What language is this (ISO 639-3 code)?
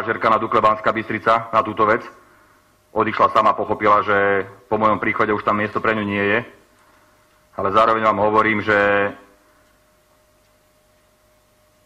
slk